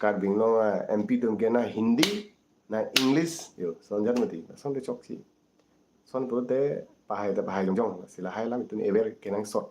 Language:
Karbi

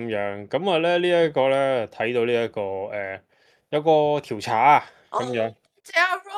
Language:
Cantonese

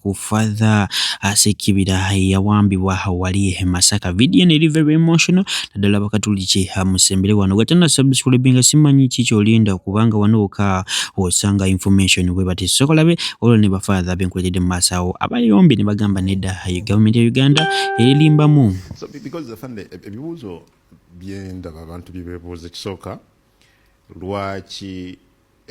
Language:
Ganda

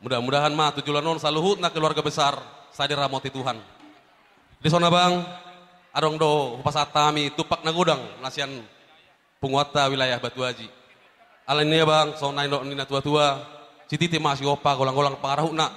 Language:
Batak Toba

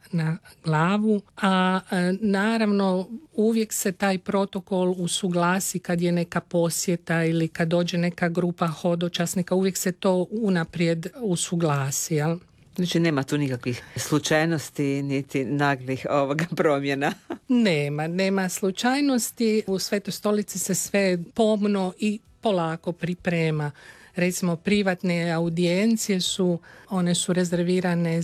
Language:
Croatian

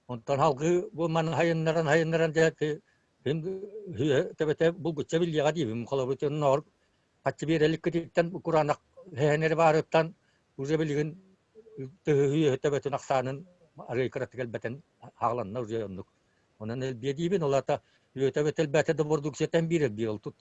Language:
Yakut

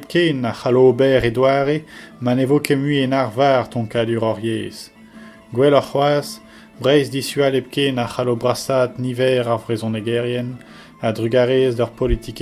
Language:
Breton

